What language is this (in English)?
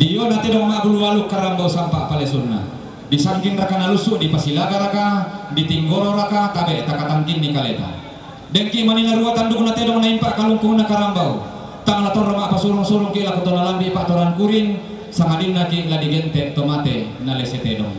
Toraja-Sa'dan